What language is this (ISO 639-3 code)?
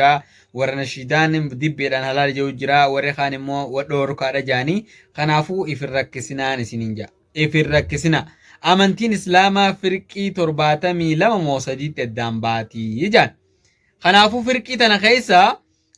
orm